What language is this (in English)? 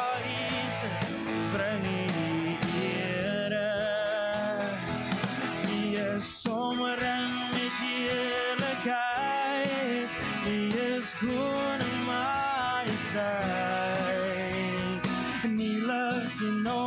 Afrikaans